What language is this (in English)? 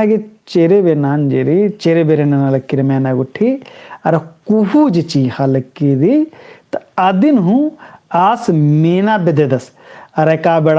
Kurukh